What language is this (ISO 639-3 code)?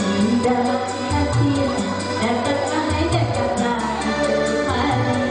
bjn